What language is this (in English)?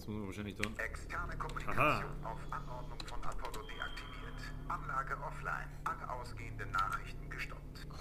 Bavarian